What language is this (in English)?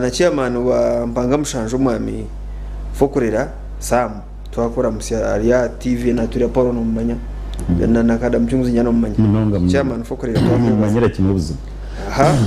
Nyankole